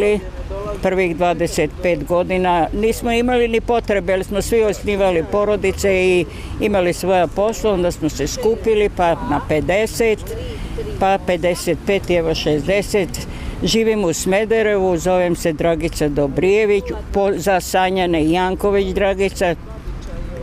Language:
Bosnian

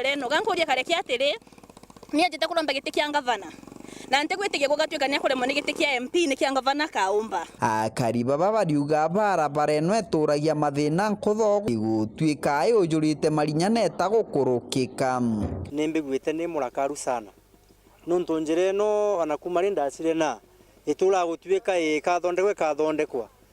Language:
Meru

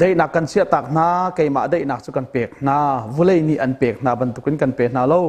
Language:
Hakha Chin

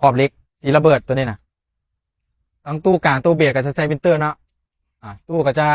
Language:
Lao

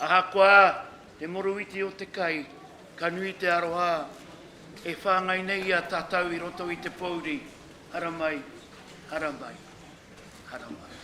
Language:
Māori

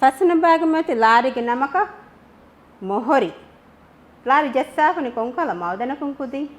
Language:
Divehi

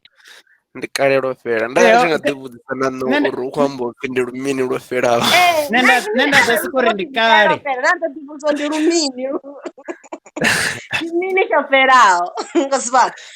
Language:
Venda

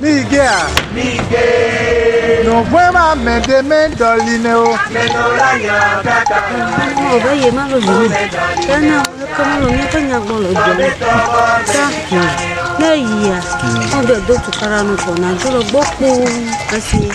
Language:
Ewe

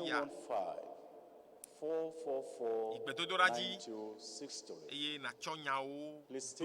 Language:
Ewe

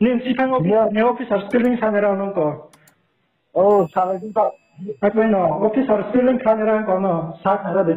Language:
Riang (India)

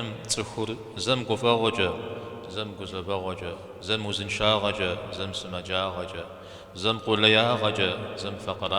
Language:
Kabardian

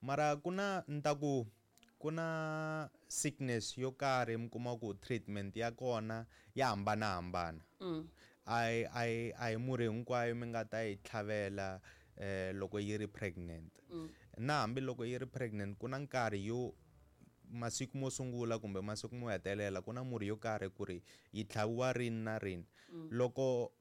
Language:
Tsonga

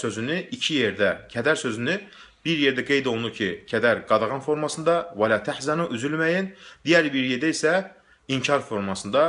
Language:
Azerbaijani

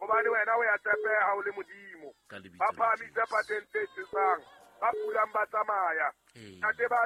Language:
Southern Sotho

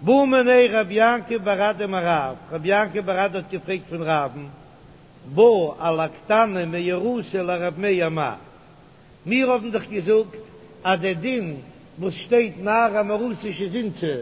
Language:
Yiddish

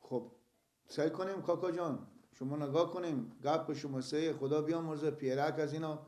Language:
Persian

